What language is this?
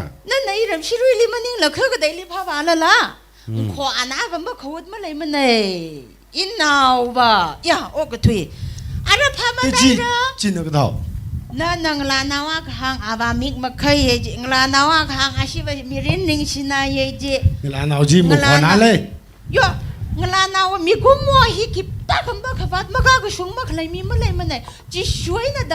Tangkhul Naga (India)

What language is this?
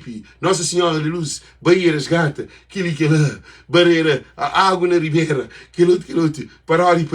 Kabuverdianu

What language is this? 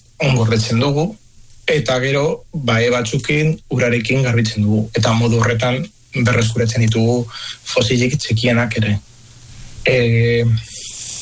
Basque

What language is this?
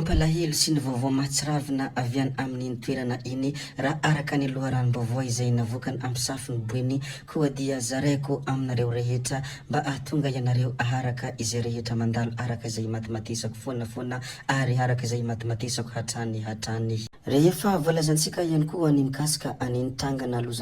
Malagasy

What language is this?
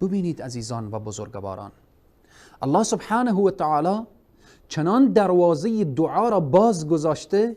Persian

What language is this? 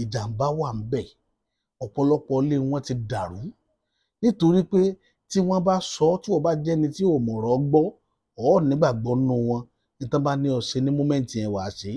Yoruba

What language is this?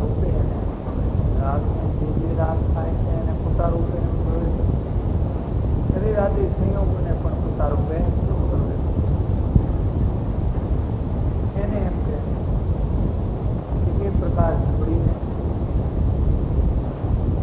Gujarati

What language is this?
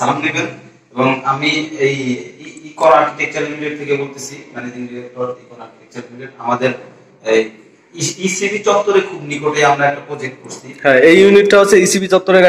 Bangla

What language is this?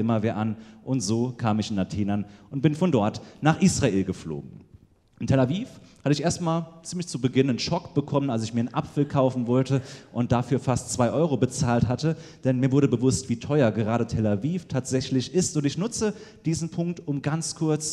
German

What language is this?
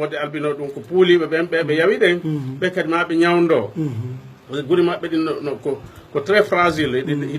Fula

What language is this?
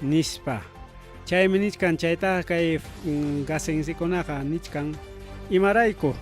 Ayacucho Quechua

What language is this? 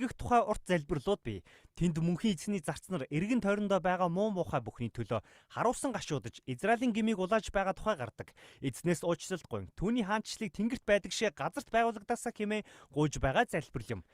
Mongolian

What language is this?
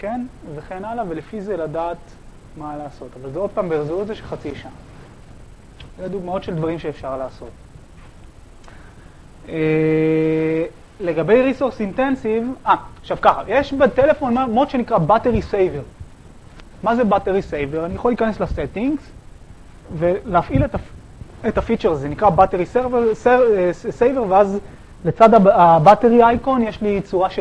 Hebrew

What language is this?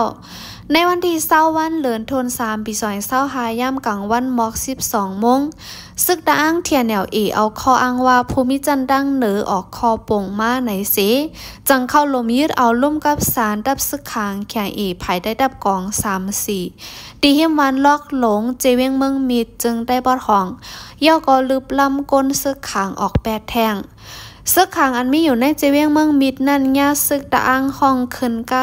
Shan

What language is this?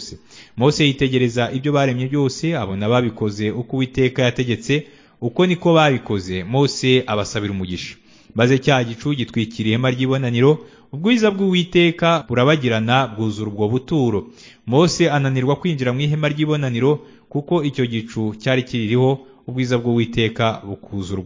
Kinyarwanda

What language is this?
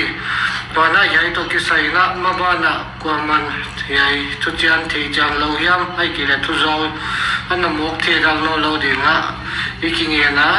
Paite Chin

